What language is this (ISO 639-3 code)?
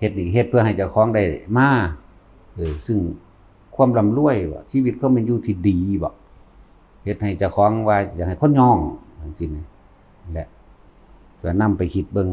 lao